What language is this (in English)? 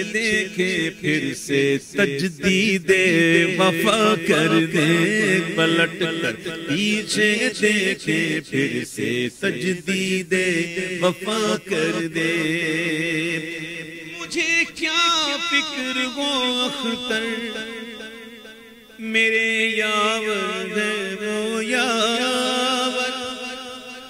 Urdu